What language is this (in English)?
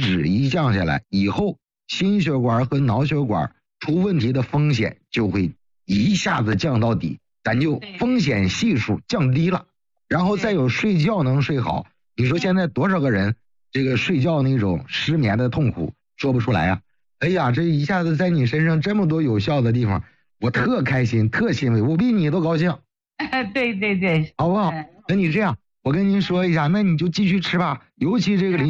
Chinese